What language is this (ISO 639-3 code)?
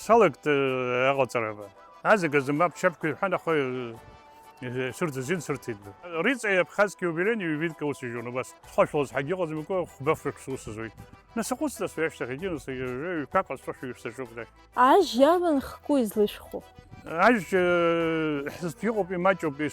abk